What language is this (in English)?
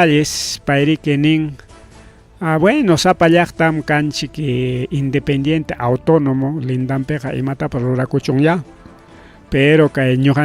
Ayacucho Quechua